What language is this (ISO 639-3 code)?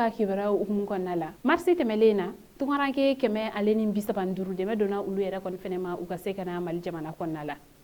bam